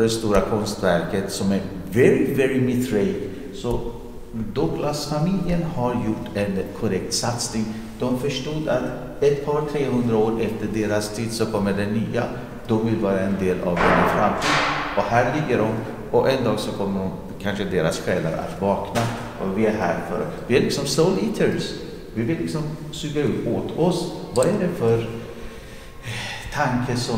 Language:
Swedish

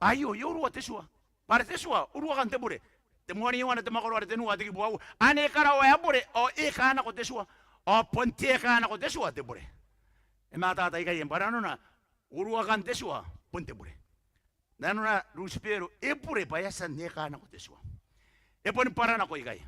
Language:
Gilbertese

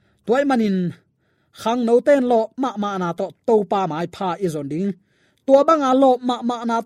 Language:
Tedim Chin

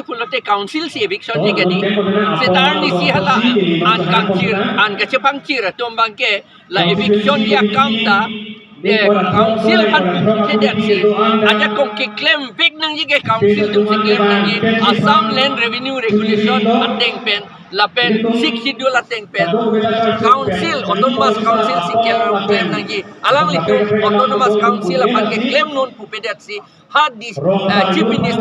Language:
Karbi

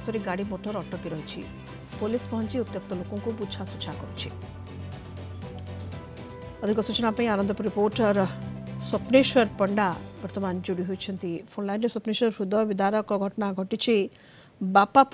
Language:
Odia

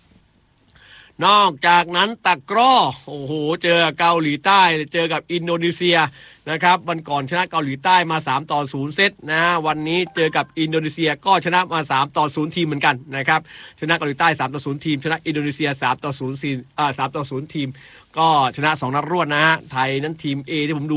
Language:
Thai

